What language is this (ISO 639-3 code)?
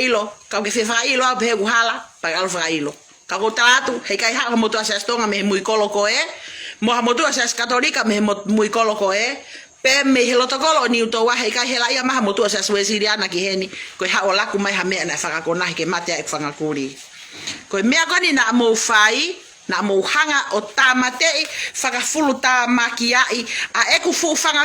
ton